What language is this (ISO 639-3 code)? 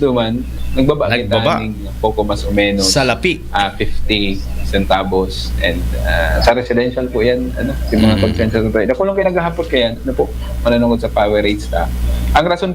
bik